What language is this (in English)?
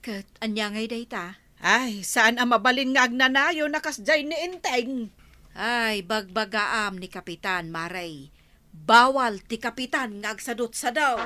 Iloko